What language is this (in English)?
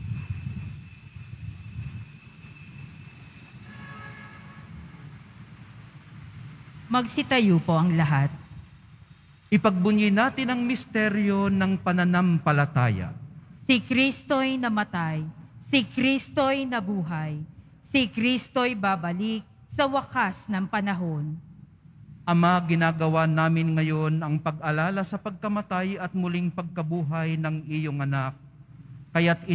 Filipino